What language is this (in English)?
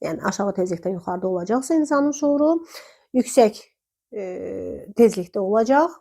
Azerbaijani